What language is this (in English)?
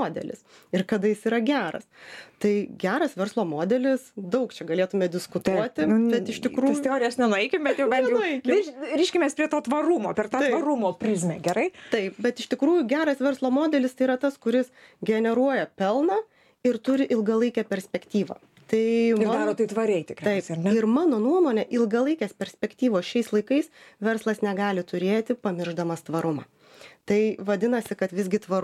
Lithuanian